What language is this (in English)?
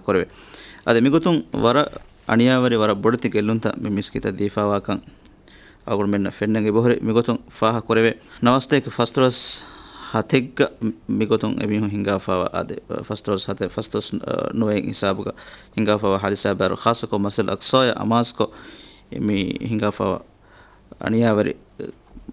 Divehi